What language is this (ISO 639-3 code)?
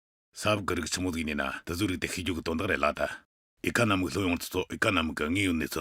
bod